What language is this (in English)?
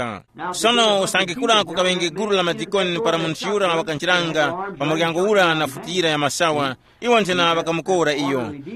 Tumbuka